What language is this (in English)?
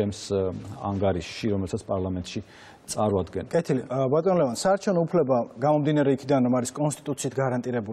Georgian